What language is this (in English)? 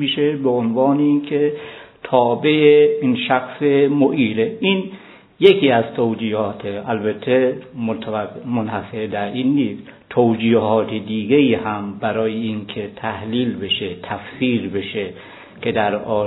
Persian